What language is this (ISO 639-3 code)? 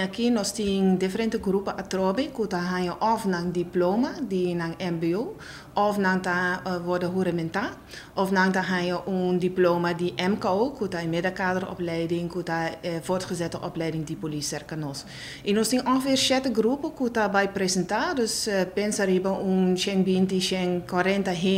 pap